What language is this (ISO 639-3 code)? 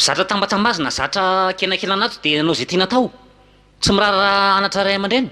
mlg